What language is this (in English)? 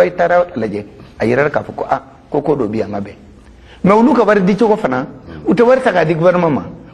Bambara